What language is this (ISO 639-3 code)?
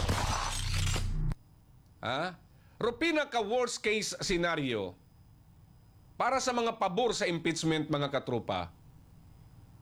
fil